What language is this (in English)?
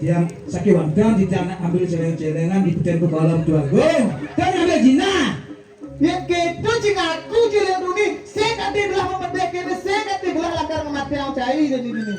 Balinese